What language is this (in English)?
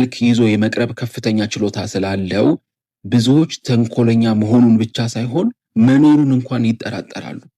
Amharic